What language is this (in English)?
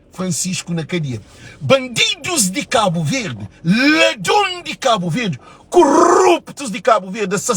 Kabuverdianu